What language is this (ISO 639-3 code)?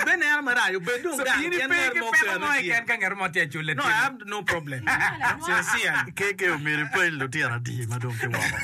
ach